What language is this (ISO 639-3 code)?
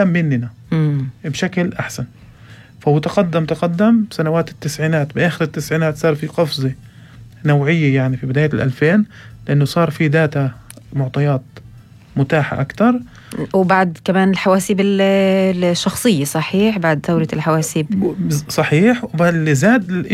apc